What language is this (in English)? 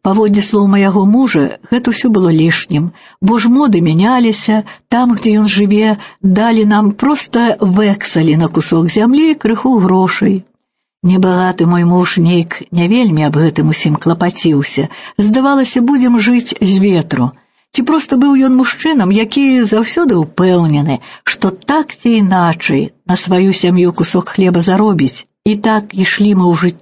Belarusian